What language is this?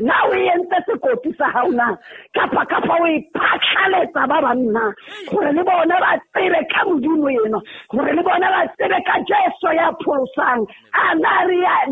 Southern Sotho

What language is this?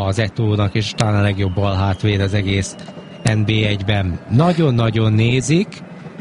Hungarian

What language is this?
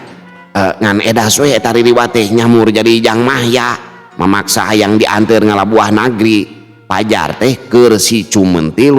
Sundanese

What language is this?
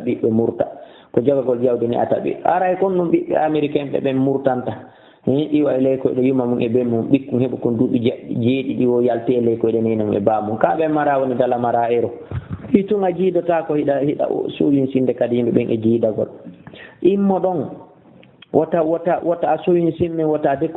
Fula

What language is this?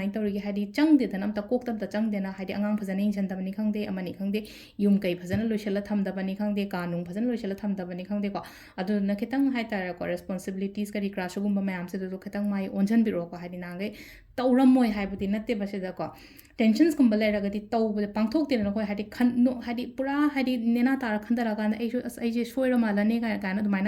Manipuri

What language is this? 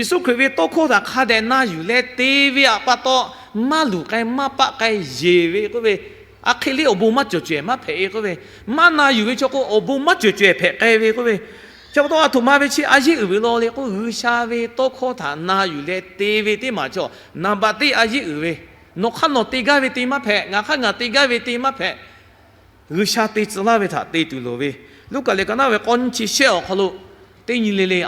Lahu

